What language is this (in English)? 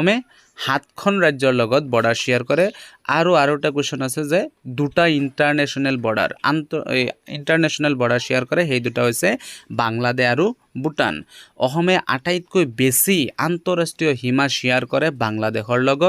Assamese